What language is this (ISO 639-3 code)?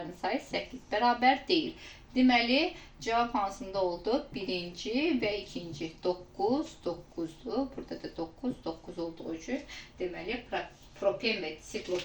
aze